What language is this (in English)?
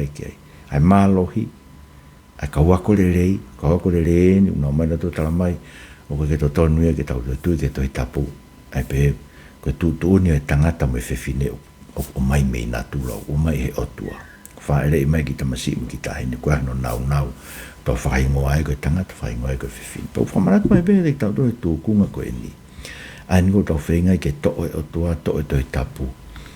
Tongan